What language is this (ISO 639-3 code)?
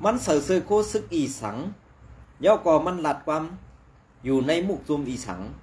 shn